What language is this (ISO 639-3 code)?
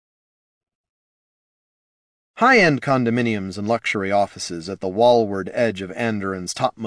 eng